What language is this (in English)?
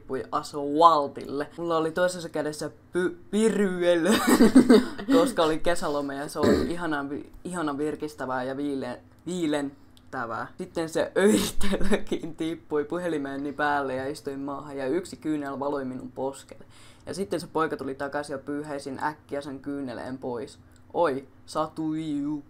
Finnish